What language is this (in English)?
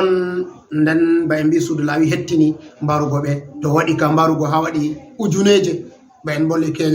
Fula